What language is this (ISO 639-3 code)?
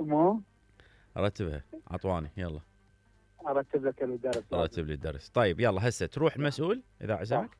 acm